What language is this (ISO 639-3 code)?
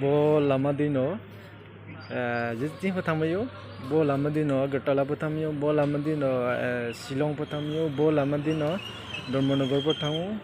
ria